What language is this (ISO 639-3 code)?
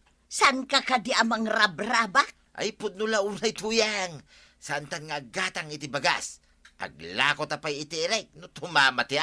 ilo